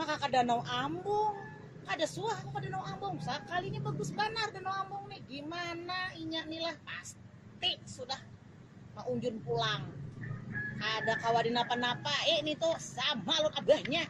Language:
Banjar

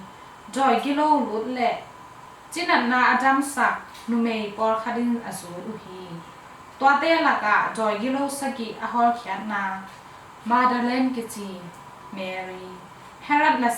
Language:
Tedim Chin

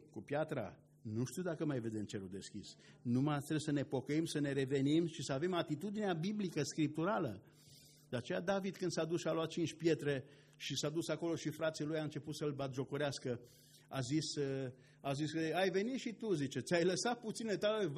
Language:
Romanian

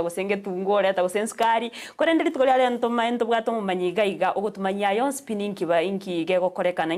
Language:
Gusii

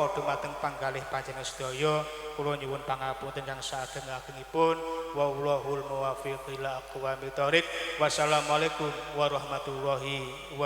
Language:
Javanese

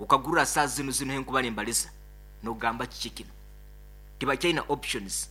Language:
Nyankole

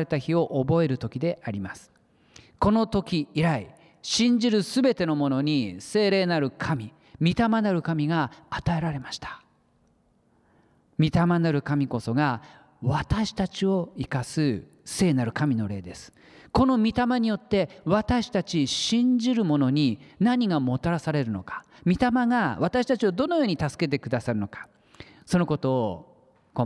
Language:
Japanese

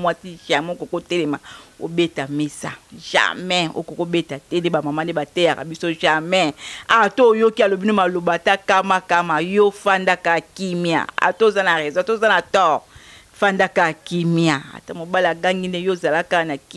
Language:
Lingala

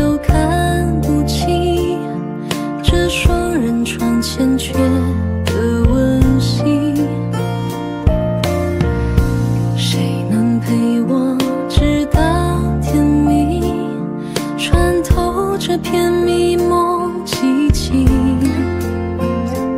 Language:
Chinese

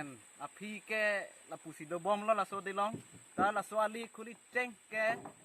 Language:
Karbi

